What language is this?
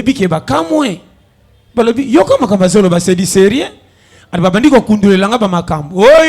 Lingala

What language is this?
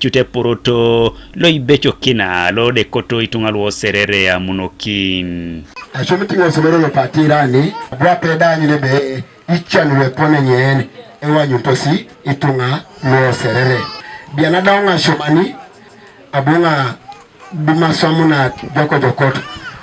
Teso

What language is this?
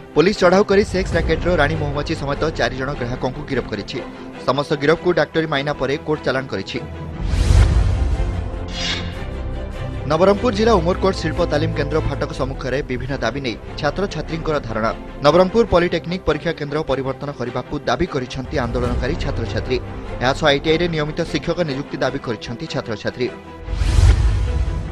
Odia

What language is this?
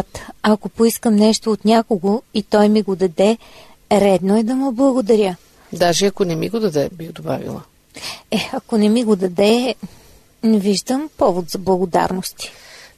Bulgarian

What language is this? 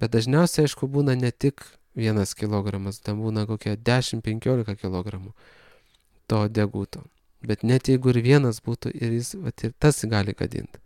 Lithuanian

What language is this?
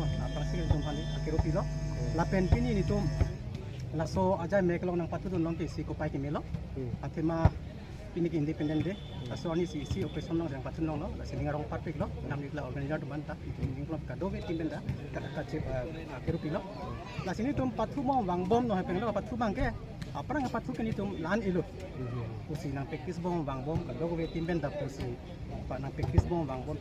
Karbi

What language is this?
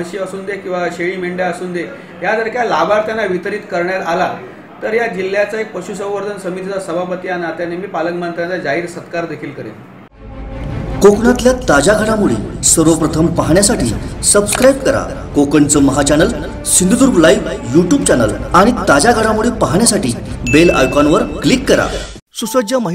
Marathi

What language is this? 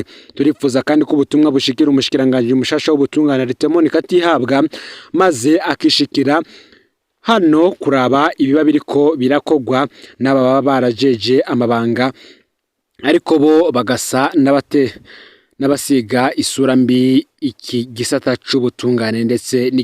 Rundi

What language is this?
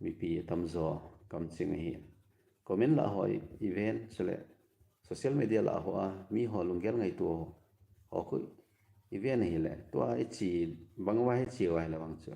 Thado Chin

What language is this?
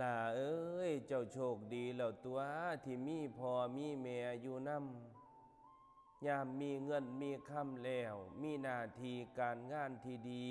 Northeastern Thai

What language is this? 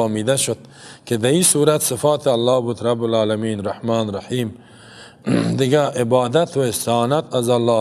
Persian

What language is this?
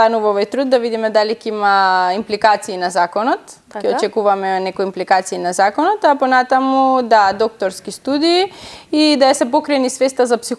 Macedonian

